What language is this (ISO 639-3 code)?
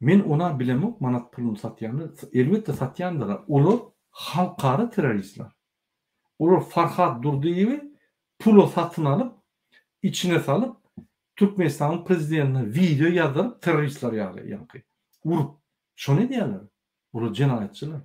tuk